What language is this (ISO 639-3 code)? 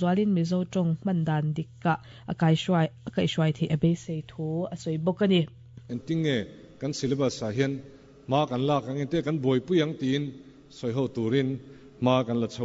lus